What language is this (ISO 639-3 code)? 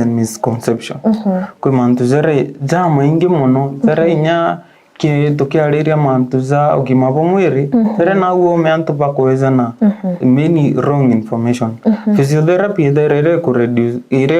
mer